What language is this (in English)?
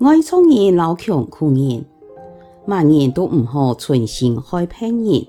Hakka Chinese